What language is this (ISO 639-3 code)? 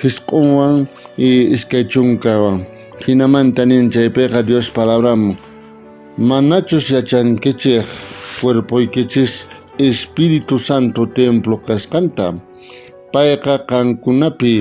quh